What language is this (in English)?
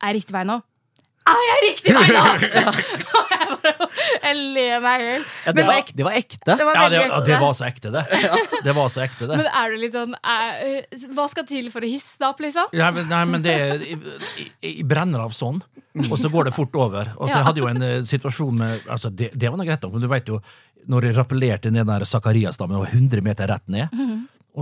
Norwegian